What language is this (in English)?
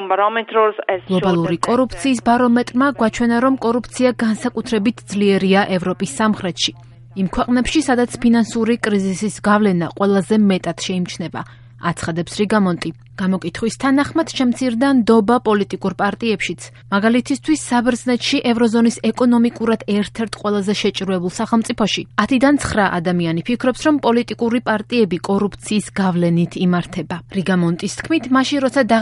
Georgian